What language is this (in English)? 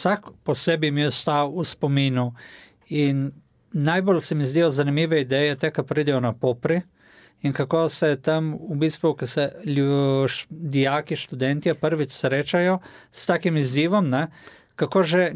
Slovenian